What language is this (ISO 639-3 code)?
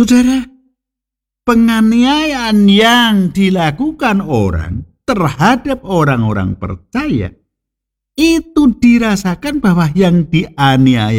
ind